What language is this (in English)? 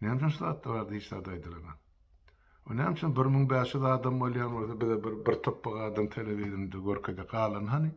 Turkmen